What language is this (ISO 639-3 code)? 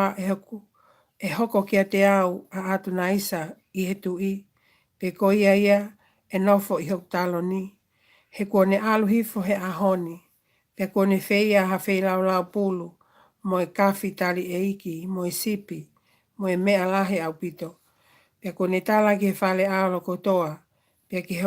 ton